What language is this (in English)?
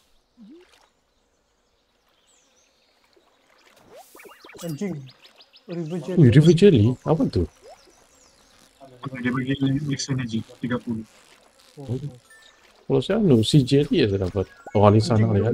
Indonesian